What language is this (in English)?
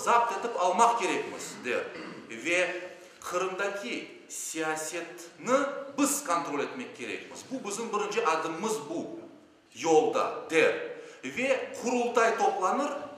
Crimean Tatar